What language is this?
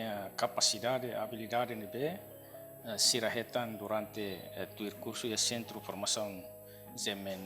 Tetum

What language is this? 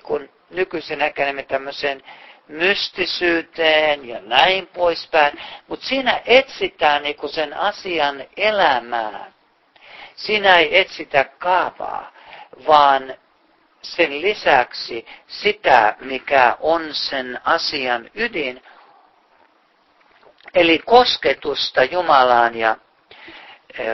Finnish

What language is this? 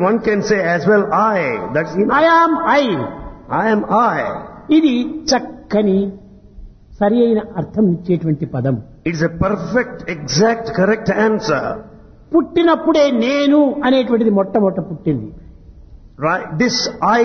Telugu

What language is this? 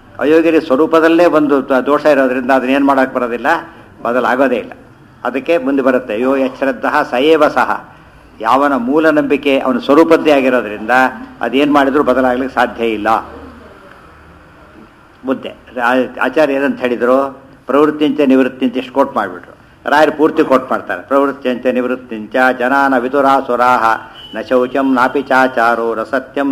Kannada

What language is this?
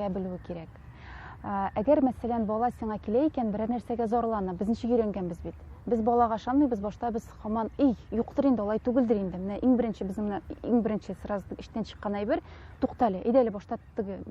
Tatar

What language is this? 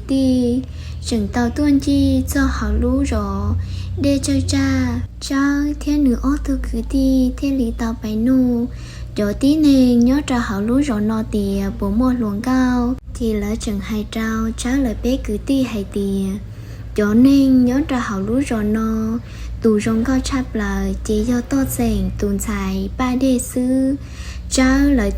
Hmong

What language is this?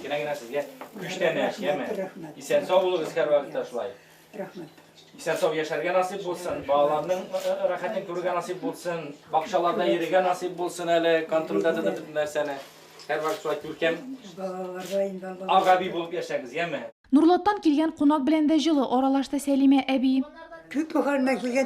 Tatar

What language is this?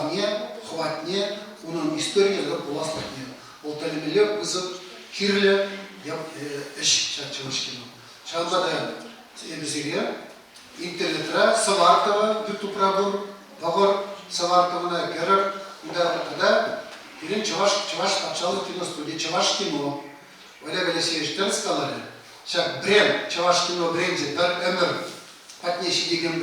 Chuvash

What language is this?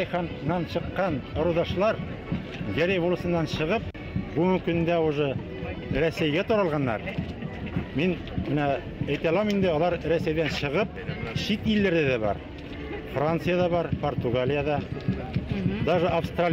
Bashkir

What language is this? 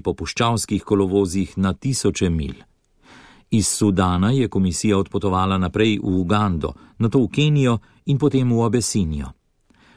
Slovenian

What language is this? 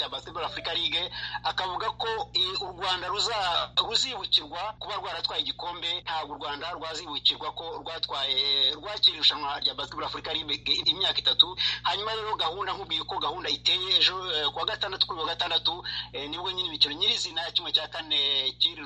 Kinyarwanda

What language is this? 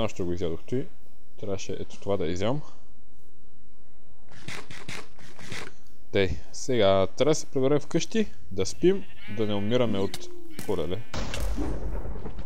Bulgarian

